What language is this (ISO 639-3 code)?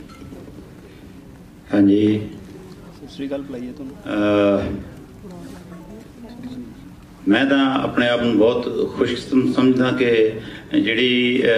pan